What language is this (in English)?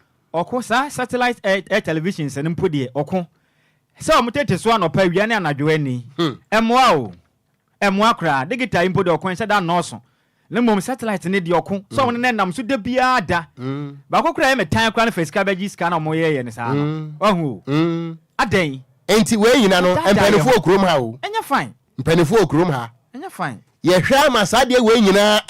Akan